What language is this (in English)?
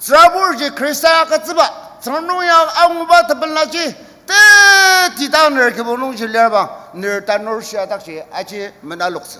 Ao Naga